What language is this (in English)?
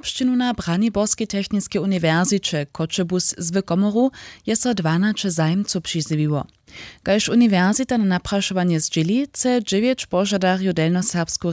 Upper Sorbian